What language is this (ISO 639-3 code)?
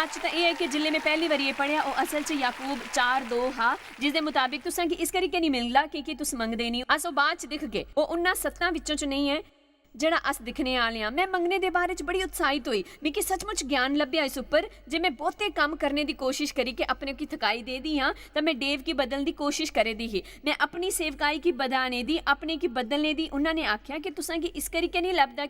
doi